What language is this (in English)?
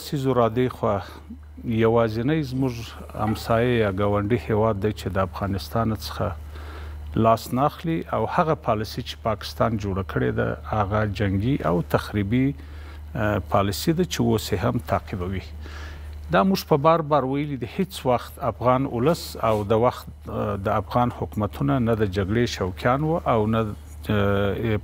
Pashto